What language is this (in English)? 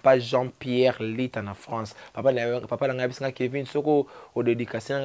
Lingala